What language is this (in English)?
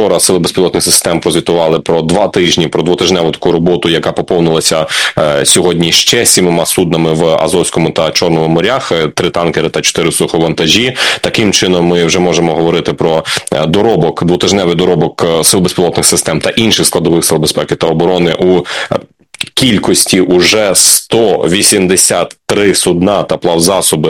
Ukrainian